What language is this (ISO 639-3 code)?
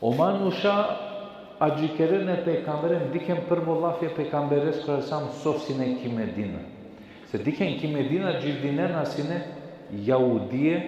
rmn